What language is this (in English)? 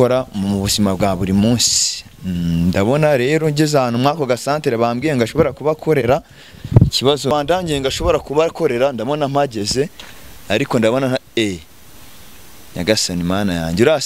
Kinyarwanda